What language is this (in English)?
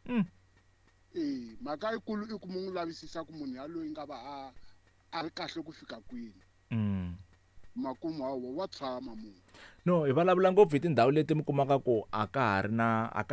Tsonga